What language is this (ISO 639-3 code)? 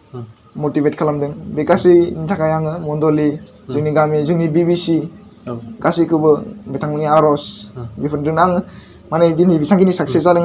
brx